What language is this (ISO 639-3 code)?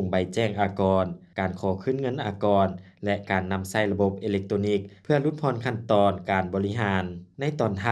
lao